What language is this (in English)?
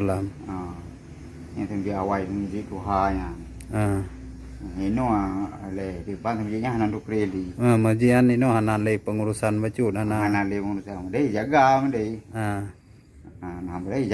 Achinese